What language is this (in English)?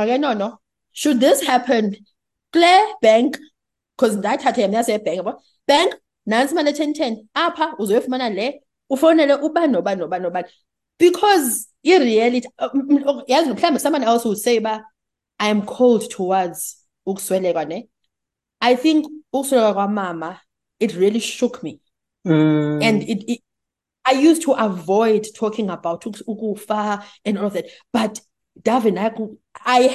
Xhosa